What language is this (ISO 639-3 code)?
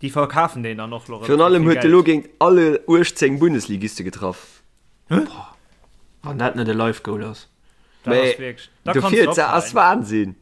ltz